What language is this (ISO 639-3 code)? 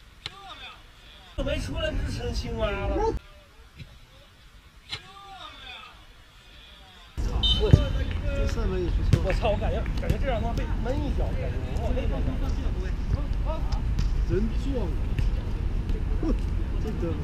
zho